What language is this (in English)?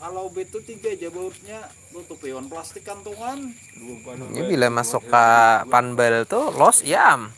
Banjar